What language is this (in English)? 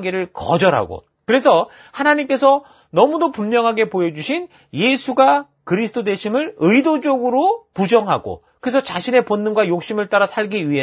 Korean